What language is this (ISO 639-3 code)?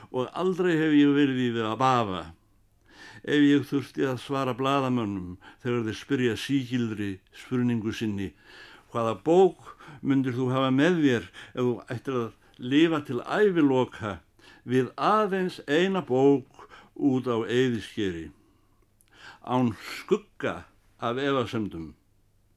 isl